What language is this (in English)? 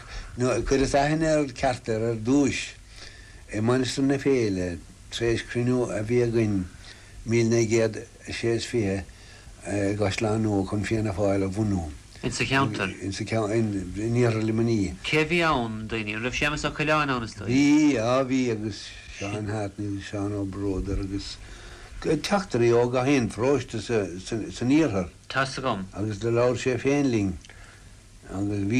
Irish